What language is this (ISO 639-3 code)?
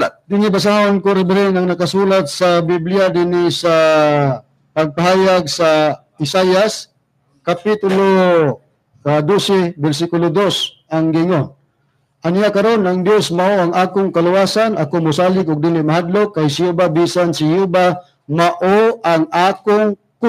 ceb